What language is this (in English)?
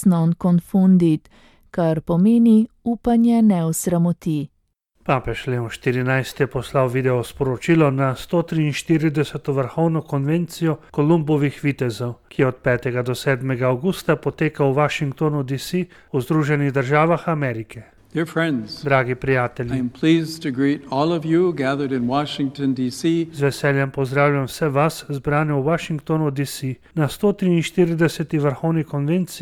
Slovenian